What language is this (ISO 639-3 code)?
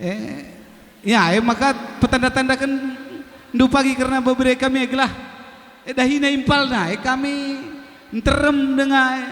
btx